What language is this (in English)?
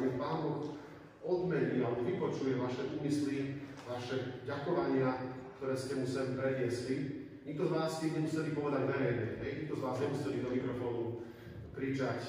Slovak